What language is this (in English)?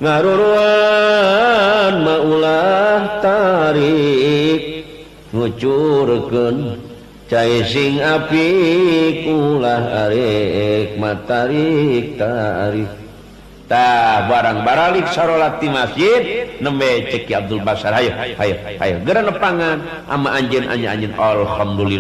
Sundanese